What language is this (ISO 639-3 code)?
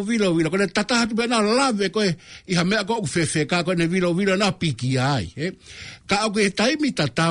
ton